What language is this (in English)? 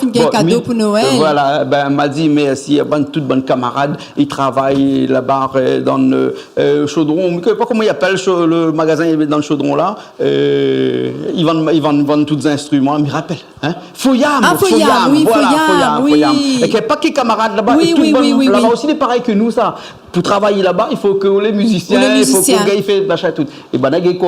Réunion Creole French